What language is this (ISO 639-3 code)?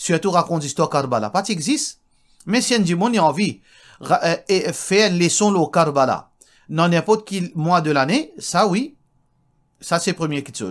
mfe